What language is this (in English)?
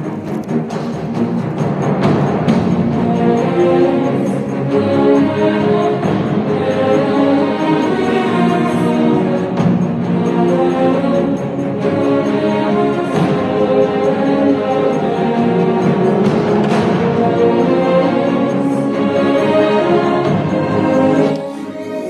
Haitian Creole